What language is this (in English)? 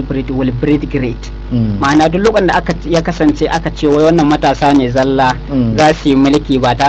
Hausa